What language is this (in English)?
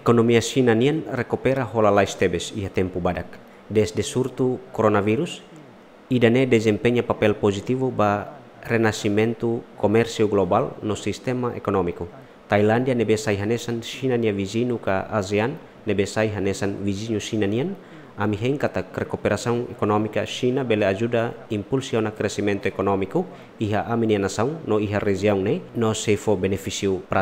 Tetum